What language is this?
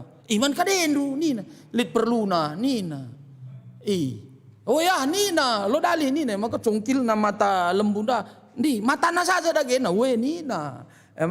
Batak Karo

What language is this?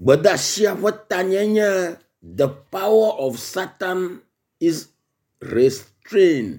Ewe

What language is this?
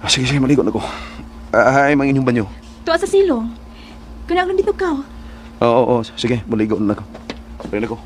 Cebuano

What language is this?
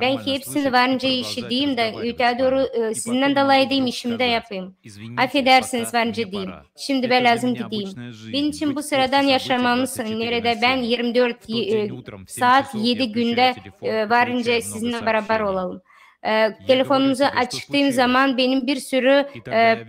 Gagauz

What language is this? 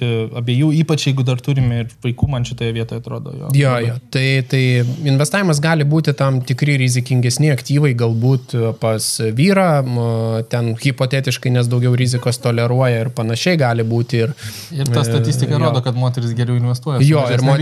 Lithuanian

